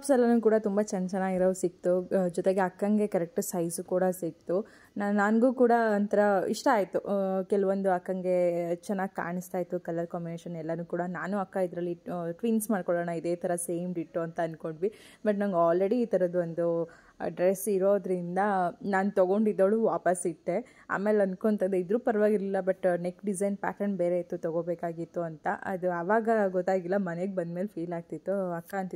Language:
Kannada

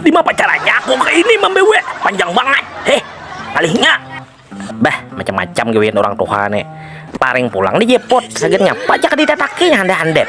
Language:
Banjar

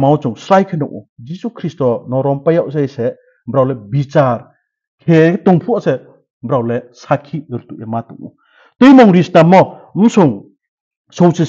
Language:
Riang (India)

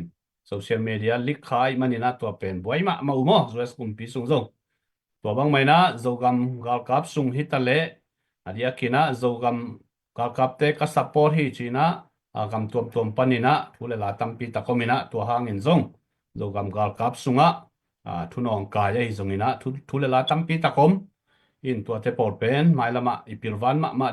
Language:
Tedim Chin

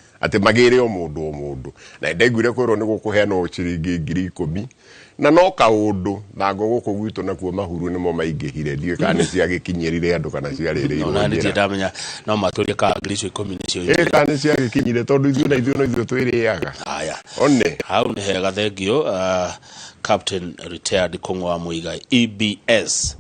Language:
Kikuyu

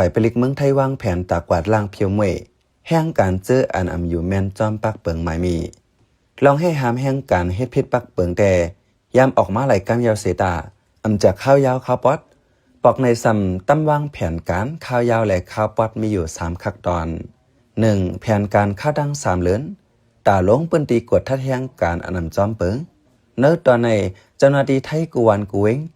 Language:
Shan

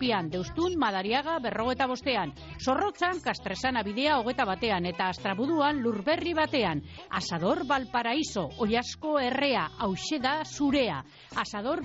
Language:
Basque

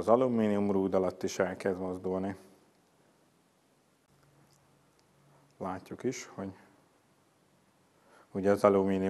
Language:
Hungarian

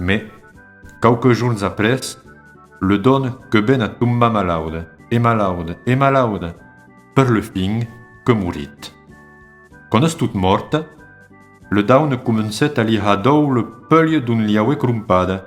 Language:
Occitan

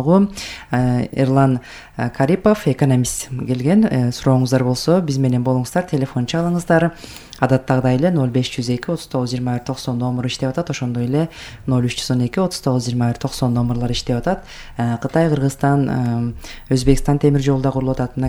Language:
Kyrgyz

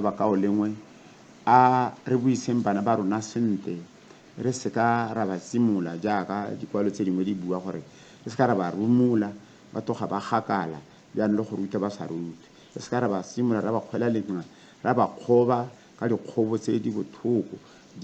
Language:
Tswana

